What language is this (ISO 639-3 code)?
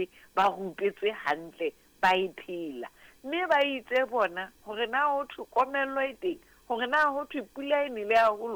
sot